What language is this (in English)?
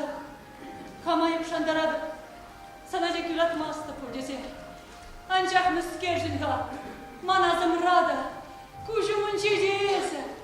Chuvash